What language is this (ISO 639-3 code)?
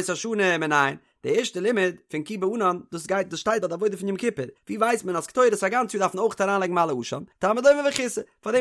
yid